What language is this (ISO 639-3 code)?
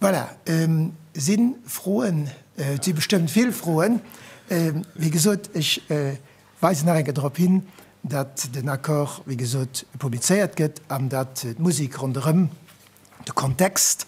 ltz